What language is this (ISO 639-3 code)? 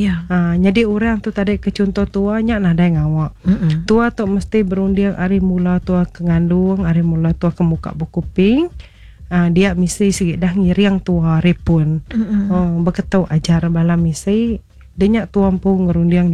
iba